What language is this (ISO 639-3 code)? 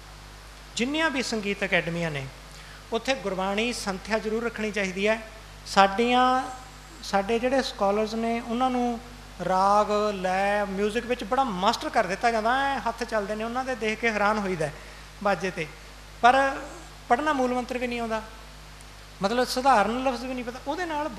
pan